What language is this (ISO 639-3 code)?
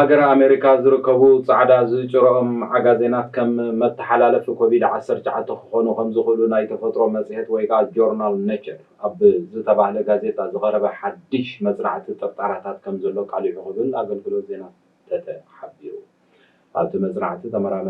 tir